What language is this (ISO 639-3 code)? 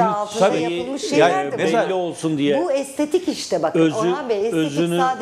tur